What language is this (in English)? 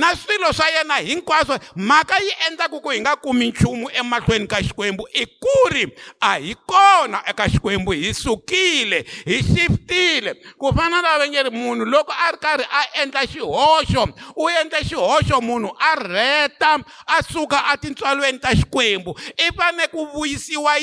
Tsonga